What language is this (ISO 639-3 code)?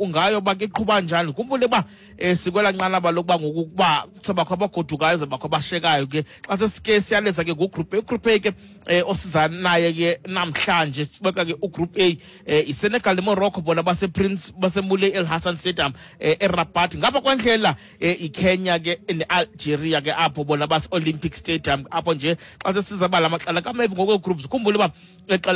xho